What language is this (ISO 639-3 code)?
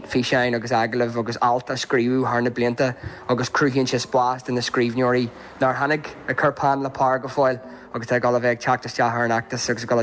gle